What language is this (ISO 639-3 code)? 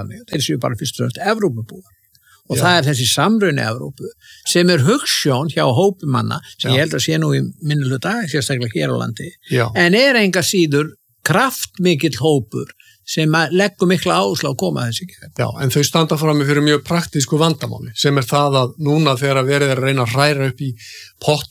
isl